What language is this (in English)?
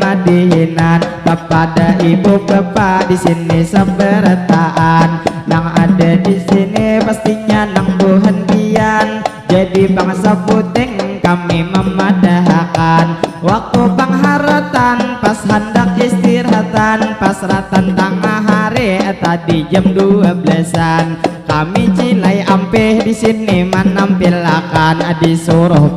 Banjar